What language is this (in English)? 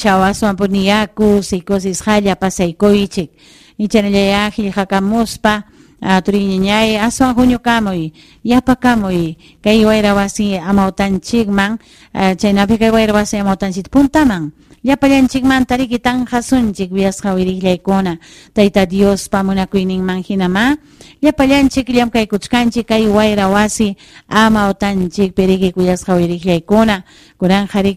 Ayacucho Quechua